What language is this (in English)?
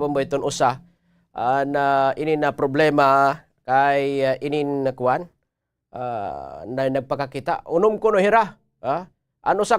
Waray